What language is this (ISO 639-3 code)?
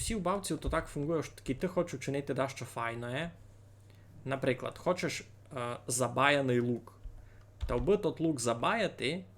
rue